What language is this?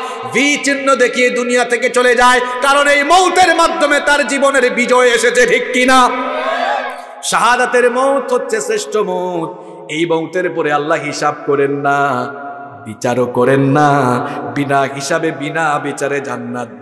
Bangla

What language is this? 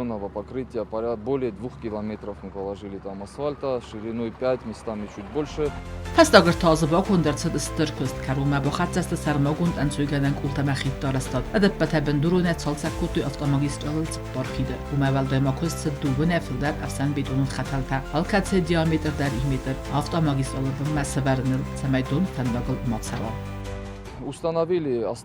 Ossetic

